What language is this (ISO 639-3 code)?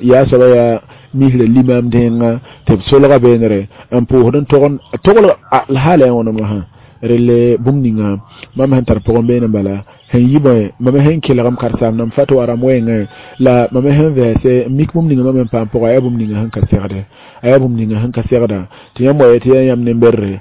mos